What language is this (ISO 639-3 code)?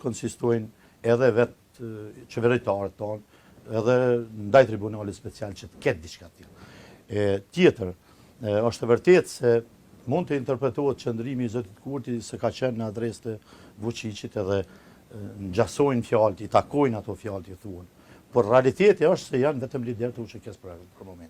sqi